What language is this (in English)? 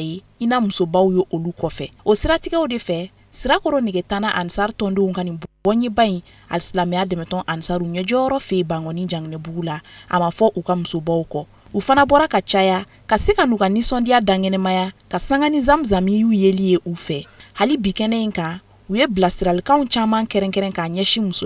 Bambara